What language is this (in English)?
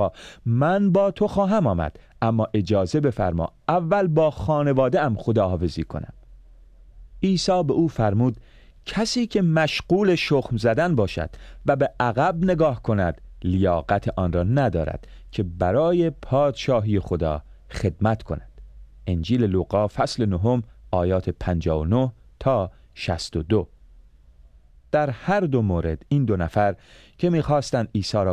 Persian